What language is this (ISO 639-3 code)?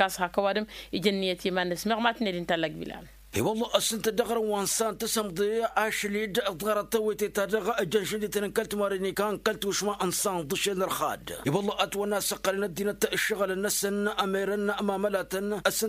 taq